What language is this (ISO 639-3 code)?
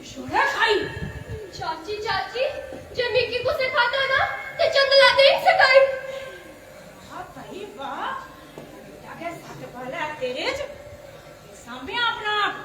doi